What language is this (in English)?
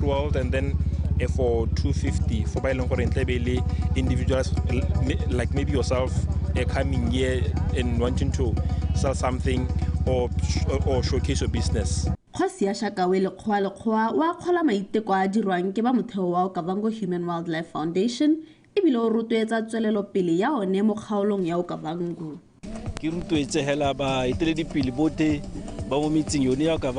Tswana